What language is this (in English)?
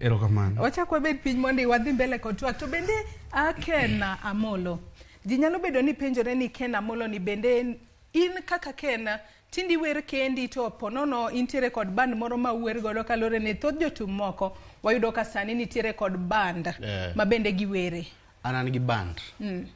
Luo (Kenya and Tanzania)